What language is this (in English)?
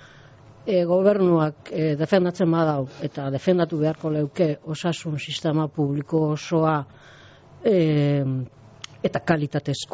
Basque